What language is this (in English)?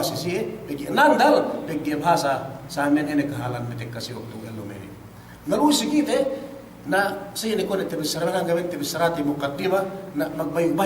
Yakan